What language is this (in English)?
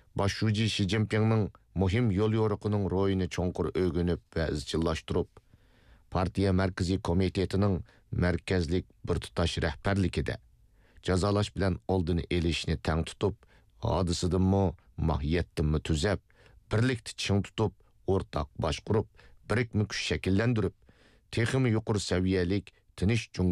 Uyghur